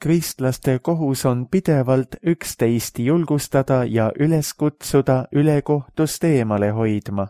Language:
Estonian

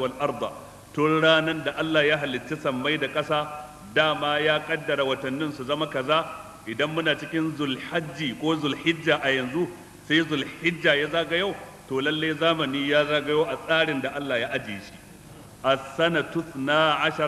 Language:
Hausa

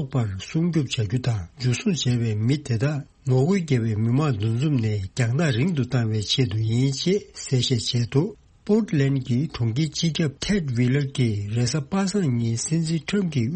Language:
Tibetan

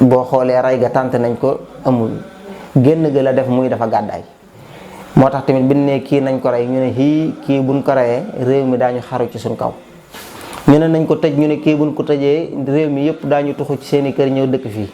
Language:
Wolof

